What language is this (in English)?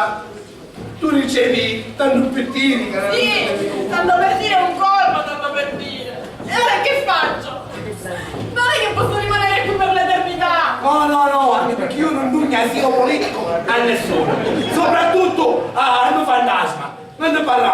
Sicilian